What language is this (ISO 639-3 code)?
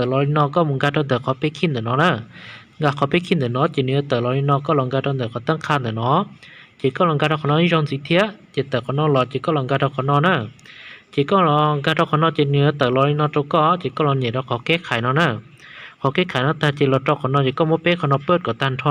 hmn